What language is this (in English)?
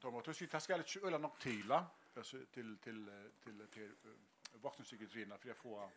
Faroese